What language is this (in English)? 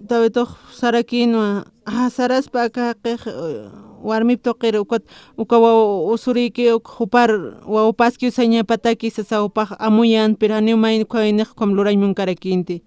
Aymara